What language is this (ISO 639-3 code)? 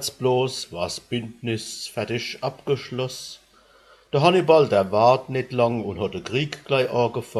pfl